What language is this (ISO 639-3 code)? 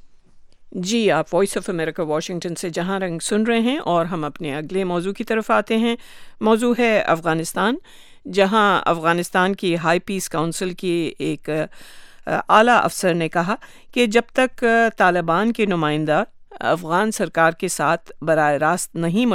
urd